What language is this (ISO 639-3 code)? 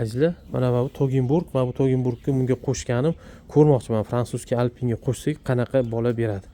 uzb